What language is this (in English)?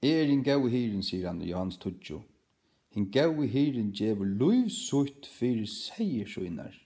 Faroese